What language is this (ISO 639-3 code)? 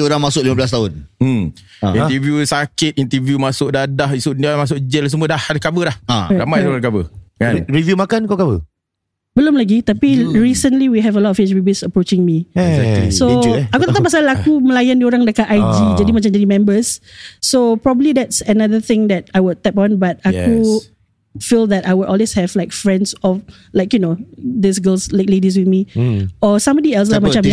msa